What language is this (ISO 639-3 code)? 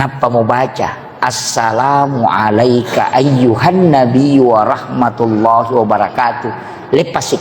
bug